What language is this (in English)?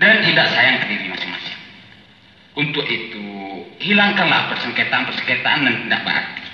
Minangkabau